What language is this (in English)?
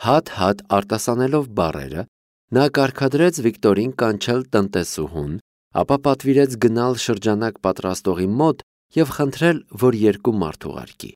Armenian